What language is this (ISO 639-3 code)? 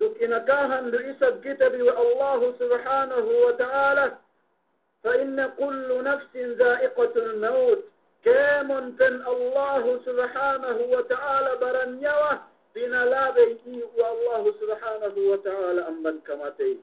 yka